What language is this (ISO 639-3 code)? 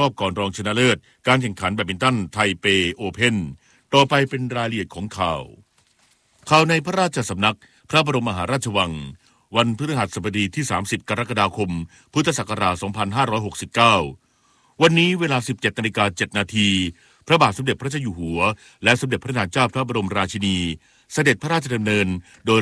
tha